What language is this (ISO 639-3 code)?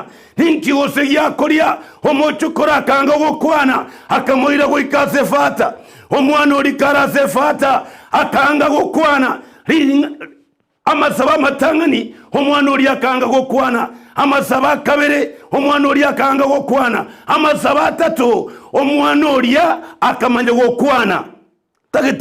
guz